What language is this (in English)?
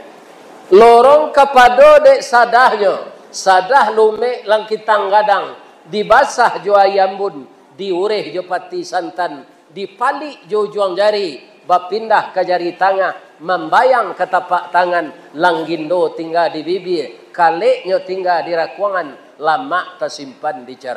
Minangkabau